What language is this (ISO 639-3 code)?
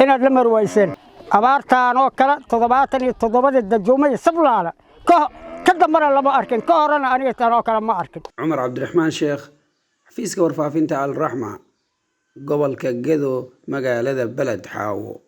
som